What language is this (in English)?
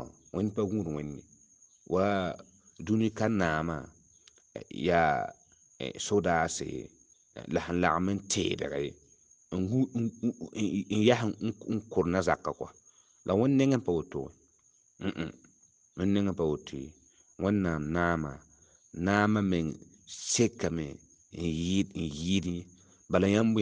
Mossi